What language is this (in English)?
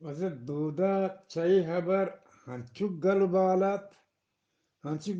Eastern Balochi